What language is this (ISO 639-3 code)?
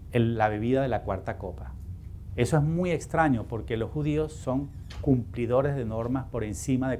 spa